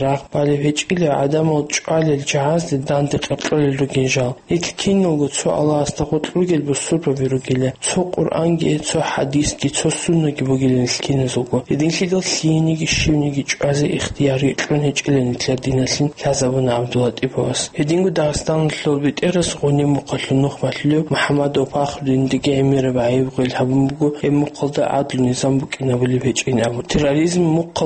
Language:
Avaric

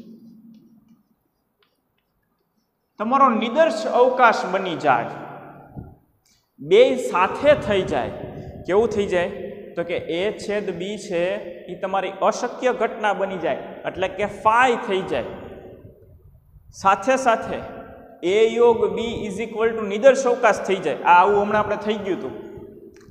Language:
Gujarati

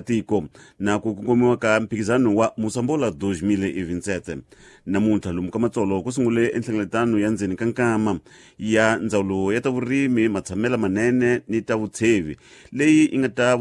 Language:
Tsonga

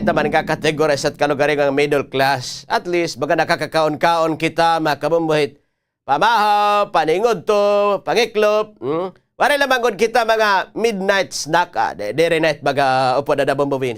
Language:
Waray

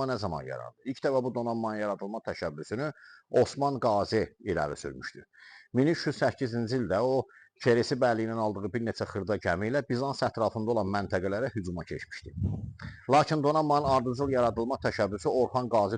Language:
Azerbaijani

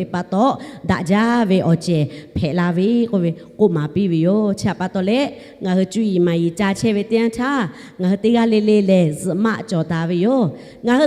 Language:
Lahu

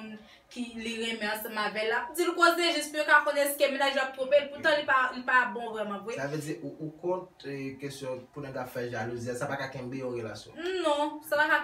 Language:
Haitian Creole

